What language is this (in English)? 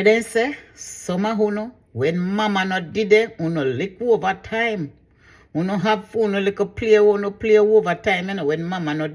Jamaican Creole English